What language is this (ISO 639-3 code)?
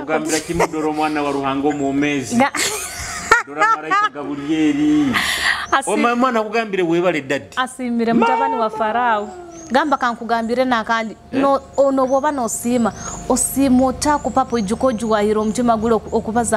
nyo